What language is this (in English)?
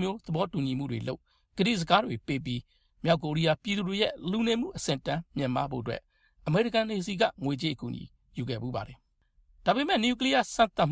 Burmese